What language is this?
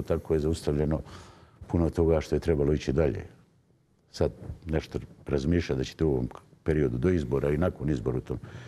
Bosnian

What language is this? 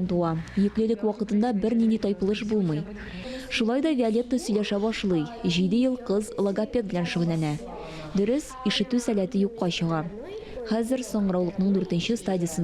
Tatar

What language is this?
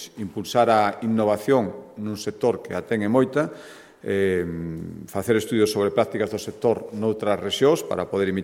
Galician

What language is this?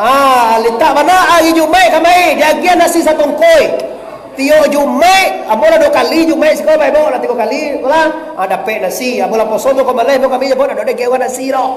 Minangkabau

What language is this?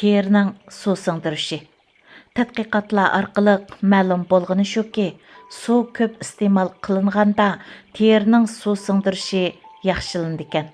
Uyghur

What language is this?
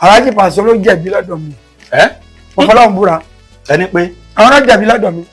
Yoruba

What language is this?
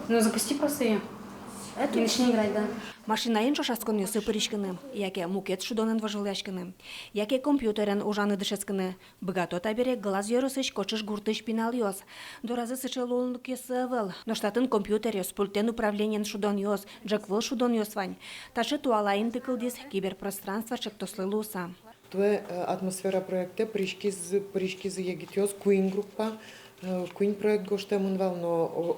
Udmurt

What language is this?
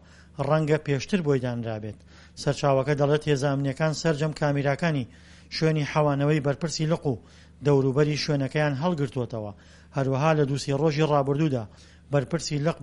Central Kurdish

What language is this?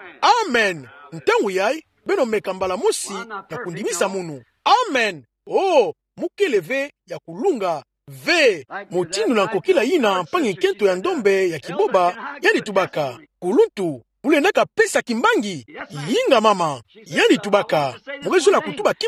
Kituba (Democratic Republic of Congo)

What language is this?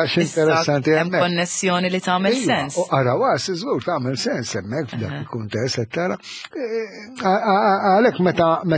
Maltese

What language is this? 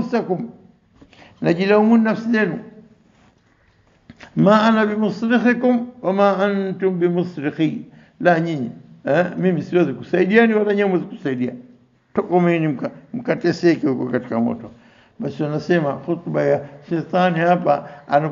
Swahili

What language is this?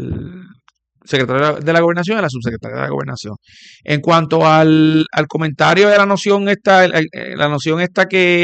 Spanish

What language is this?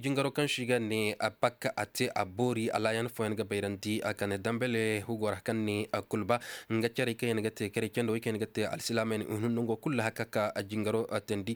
Koyraboro Senni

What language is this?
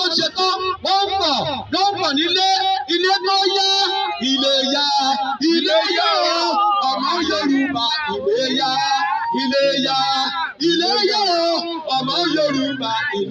Yoruba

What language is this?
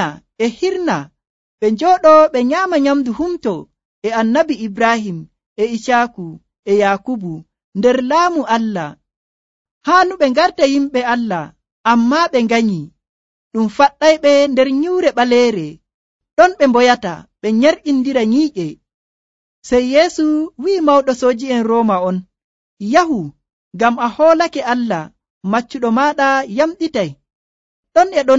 Nigerian Fulfulde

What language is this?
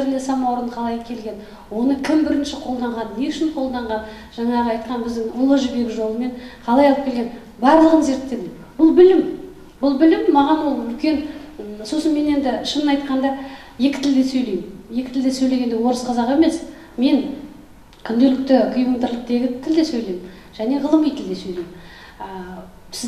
Kazakh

